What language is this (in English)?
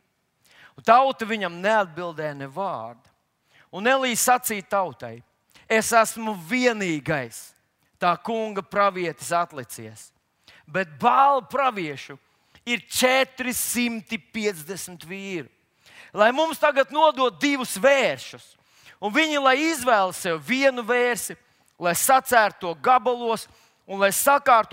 Latvian